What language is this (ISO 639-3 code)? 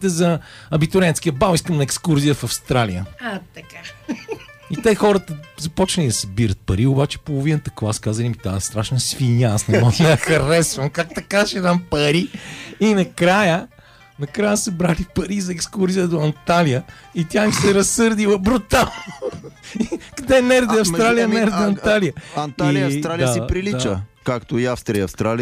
bul